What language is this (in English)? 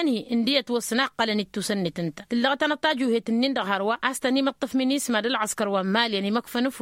Tamasheq